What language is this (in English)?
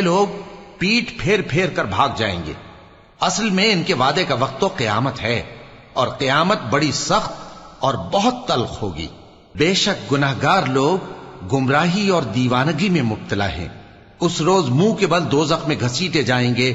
Urdu